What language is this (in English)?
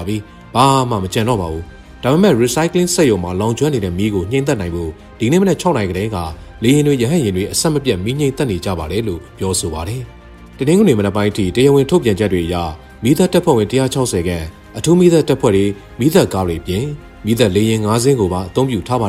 Burmese